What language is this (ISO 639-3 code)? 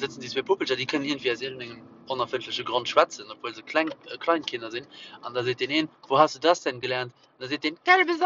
ltz